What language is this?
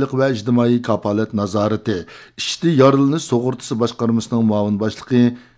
Uyghur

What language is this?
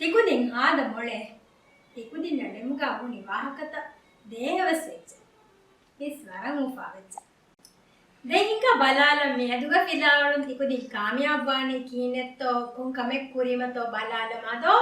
Divehi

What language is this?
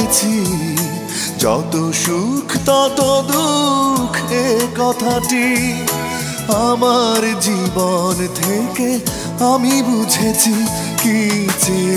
Bangla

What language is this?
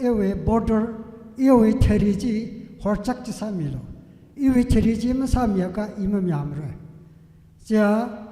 Tangkhul Naga (India)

